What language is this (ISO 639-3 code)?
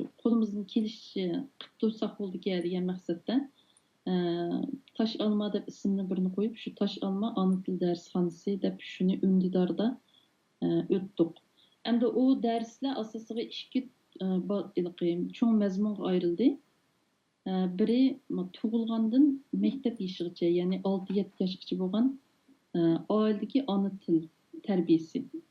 uig